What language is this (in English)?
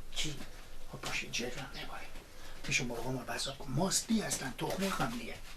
Persian